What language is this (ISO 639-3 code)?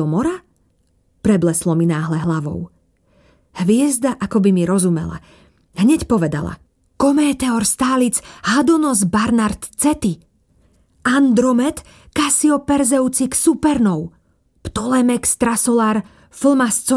slk